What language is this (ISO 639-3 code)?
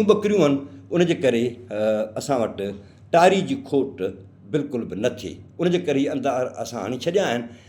snd